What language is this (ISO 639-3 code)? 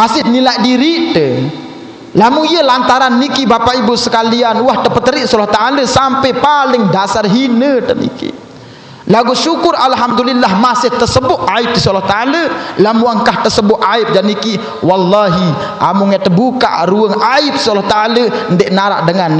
sas